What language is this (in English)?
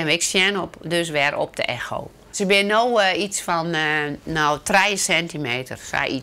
Western Frisian